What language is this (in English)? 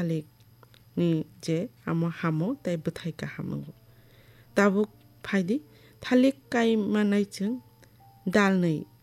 Kok Borok